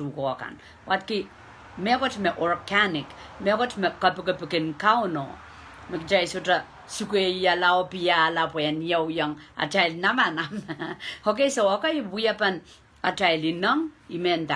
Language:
Pohnpeian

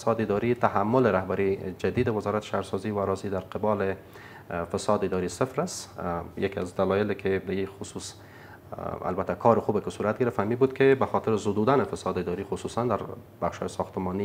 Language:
Persian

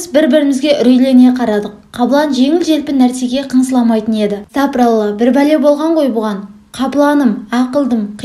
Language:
Kazakh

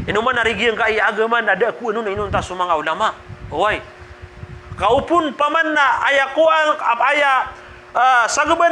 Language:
Maranao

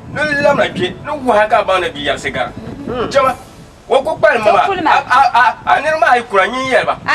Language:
Dagbani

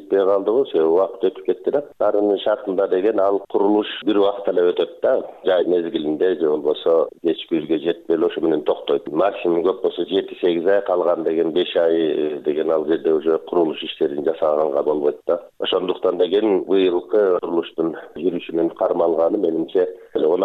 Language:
Kyrgyz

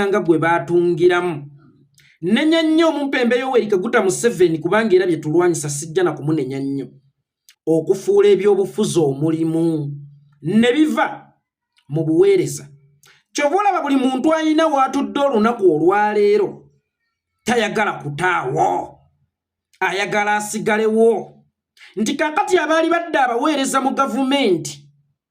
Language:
Ganda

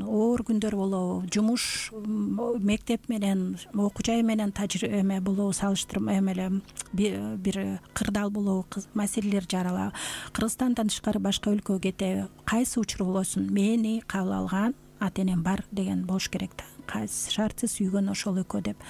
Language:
Kyrgyz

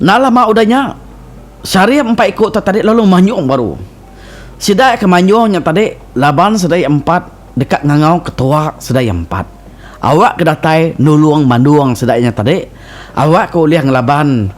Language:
Iban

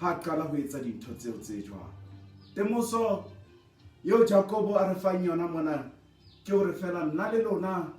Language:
Southern Sotho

